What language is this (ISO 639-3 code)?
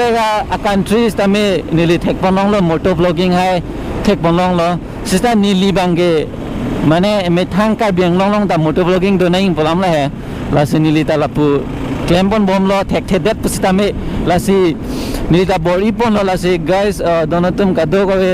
mjw